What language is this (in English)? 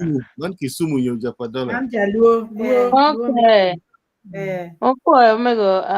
Acoli